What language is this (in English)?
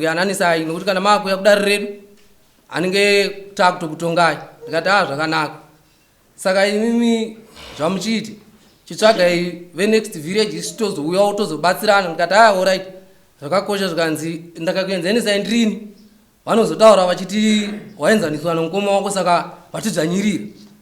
Shona